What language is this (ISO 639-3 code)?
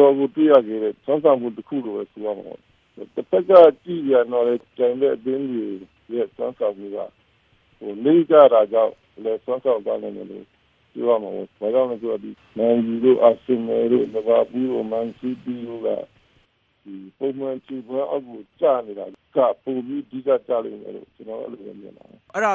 mya